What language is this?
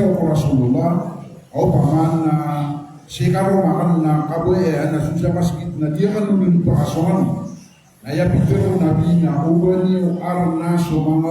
Maranao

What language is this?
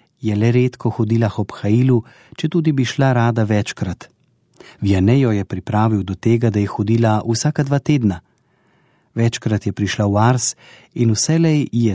Slovenian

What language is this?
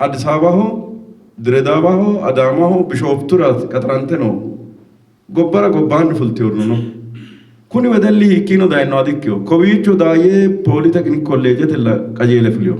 Sidamo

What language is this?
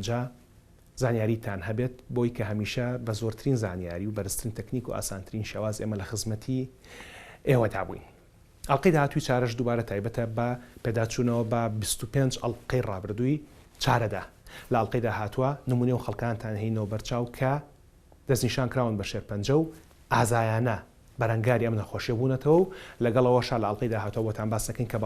Central Kurdish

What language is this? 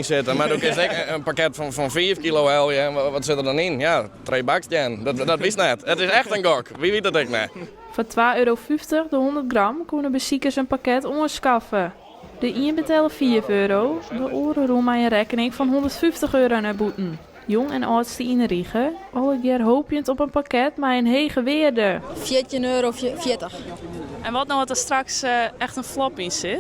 Western Frisian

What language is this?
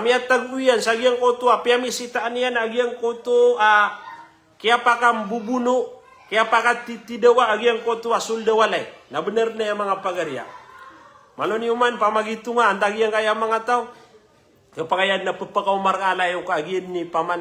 Maranao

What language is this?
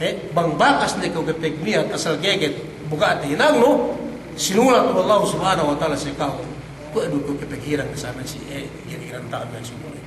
Yakan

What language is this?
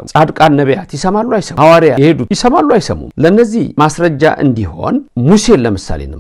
Amharic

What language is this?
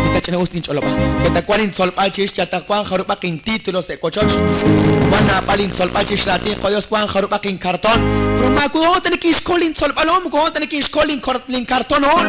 Kekchí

